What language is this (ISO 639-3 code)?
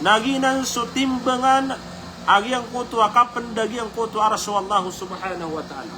mrw